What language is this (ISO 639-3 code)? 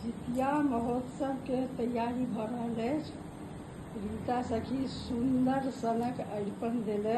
mai